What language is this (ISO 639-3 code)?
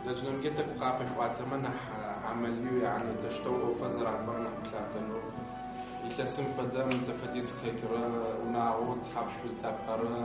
ady